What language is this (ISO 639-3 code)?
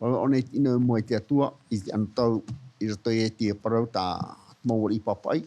tah